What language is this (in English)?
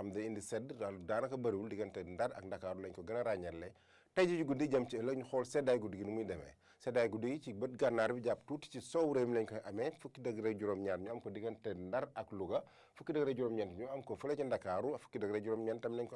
Wolof